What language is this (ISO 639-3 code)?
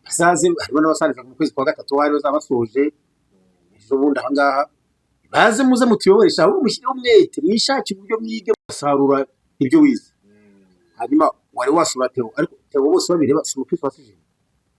kin